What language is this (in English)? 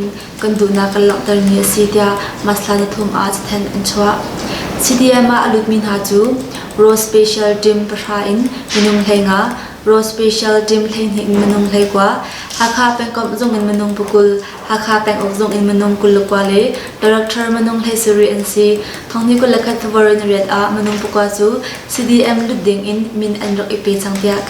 Hakha Chin